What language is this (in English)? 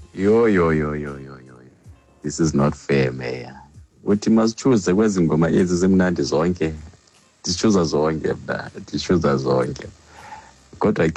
Xhosa